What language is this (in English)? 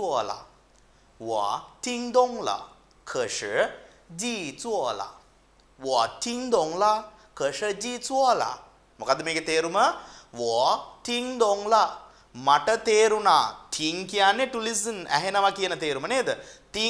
Sinhala